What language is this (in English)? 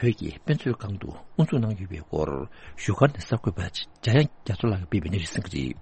Tibetan